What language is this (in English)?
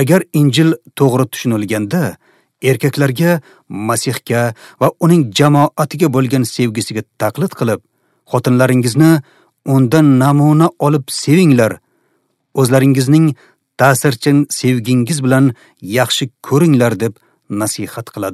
Uzbek